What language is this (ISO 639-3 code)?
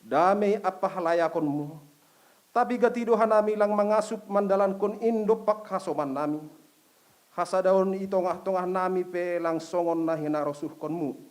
bts